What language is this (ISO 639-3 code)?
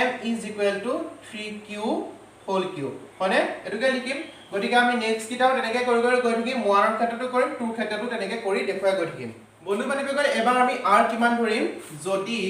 asm